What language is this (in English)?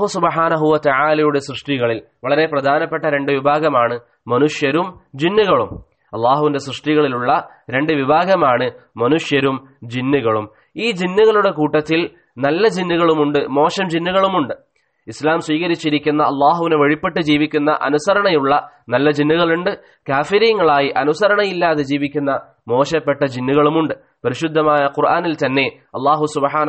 Malayalam